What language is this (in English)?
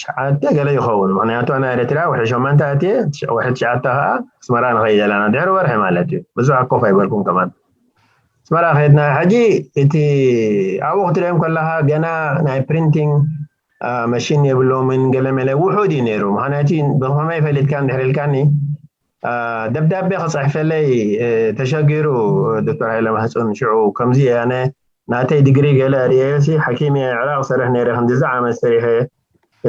Tigrinya